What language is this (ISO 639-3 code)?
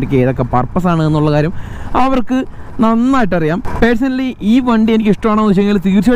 mal